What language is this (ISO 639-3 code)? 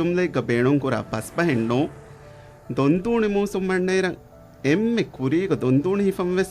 div